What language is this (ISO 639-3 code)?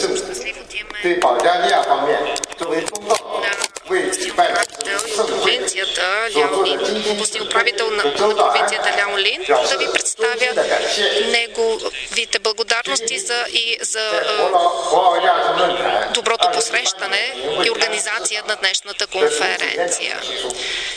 bul